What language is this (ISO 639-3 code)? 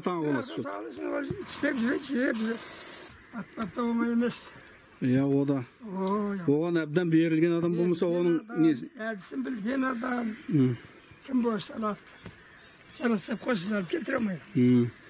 kaz